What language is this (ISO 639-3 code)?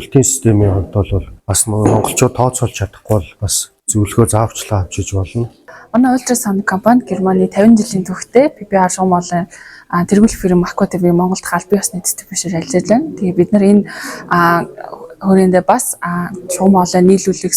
mon